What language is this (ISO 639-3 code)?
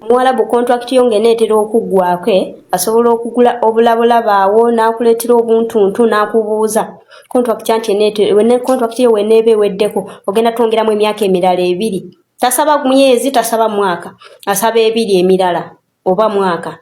lug